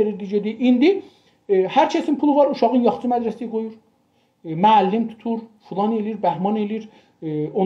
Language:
South Azerbaijani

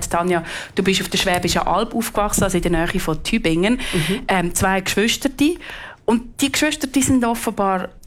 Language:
German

